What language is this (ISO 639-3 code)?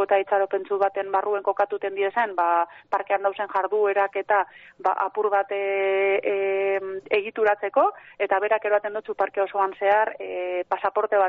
eus